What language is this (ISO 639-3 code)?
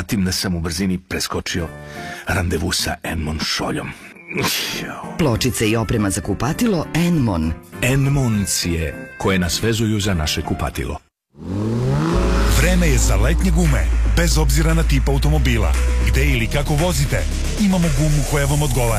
srp